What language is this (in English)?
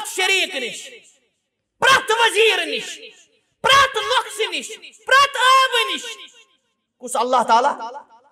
Kashmiri